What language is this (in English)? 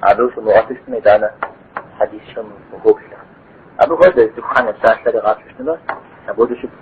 Kabardian